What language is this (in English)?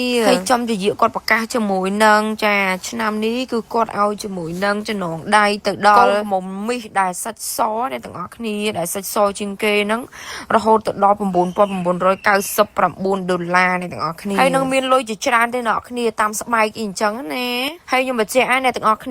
Khmer